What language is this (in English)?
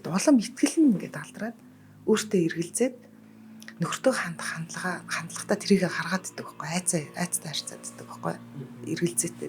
Mongolian